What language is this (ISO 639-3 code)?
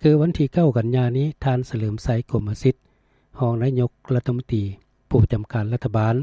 lao